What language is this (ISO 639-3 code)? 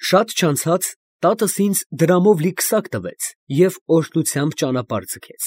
hye